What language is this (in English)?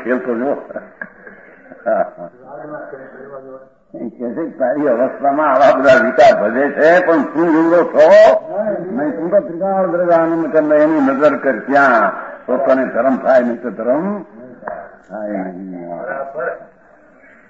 Gujarati